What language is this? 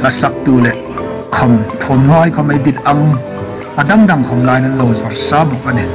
Hmar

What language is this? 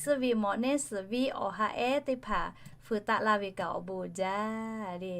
Lahu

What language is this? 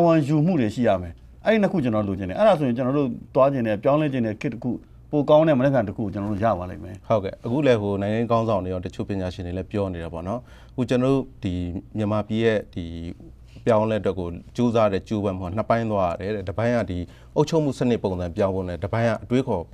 Burmese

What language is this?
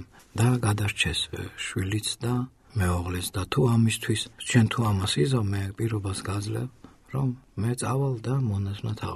Georgian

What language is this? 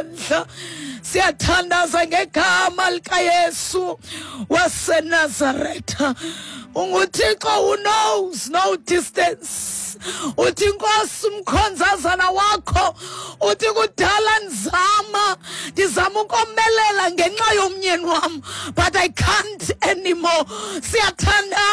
Xhosa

